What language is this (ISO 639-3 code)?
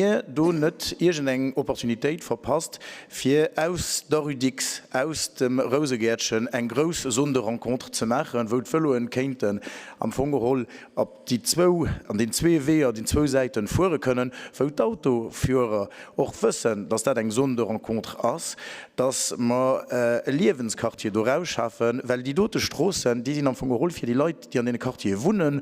ltz